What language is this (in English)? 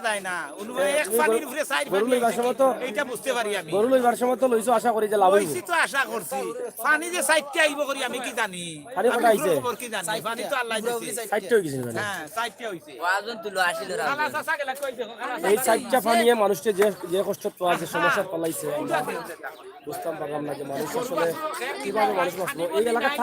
Sylheti